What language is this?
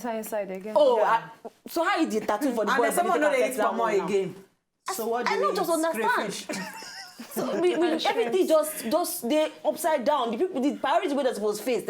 Nigerian Pidgin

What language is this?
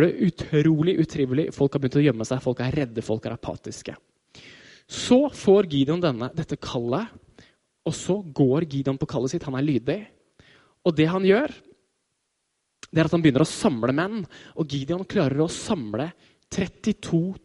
Norwegian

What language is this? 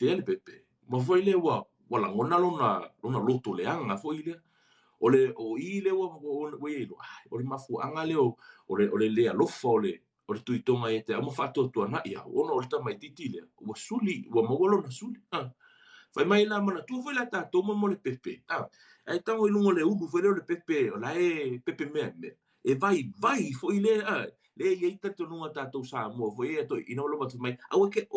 Samoan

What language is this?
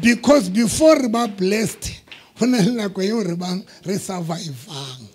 Southern Sotho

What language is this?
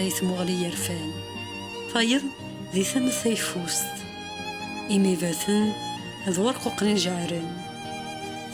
Kabyle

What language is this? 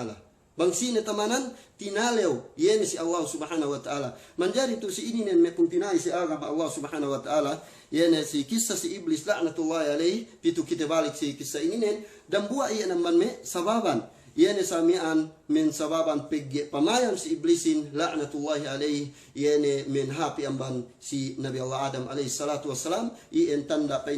Yakan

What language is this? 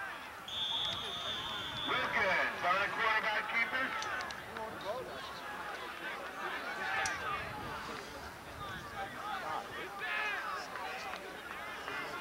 English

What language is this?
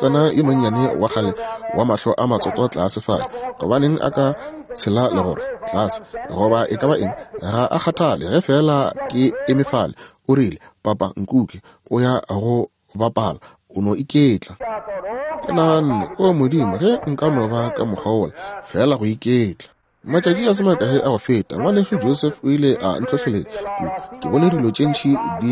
Northern Sotho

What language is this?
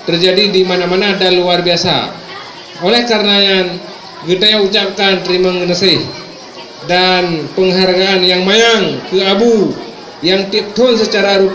Achinese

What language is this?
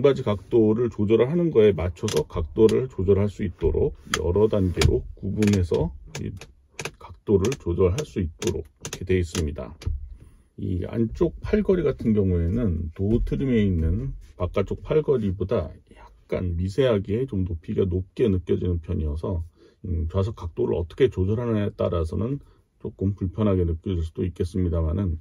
Korean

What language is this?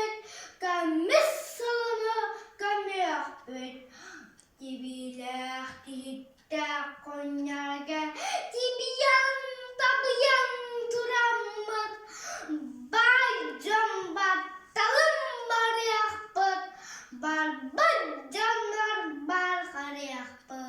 Yakut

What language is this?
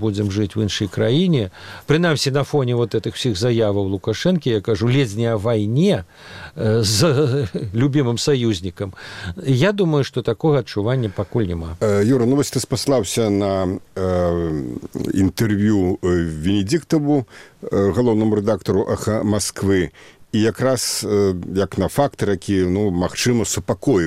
Belarusian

